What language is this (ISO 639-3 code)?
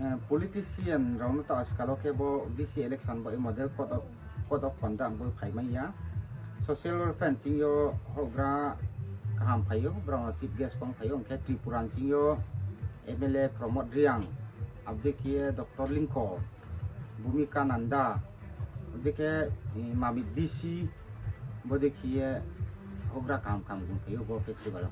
ria